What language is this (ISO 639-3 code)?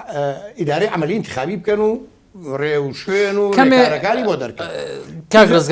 ckb